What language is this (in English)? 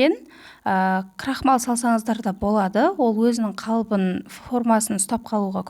Kazakh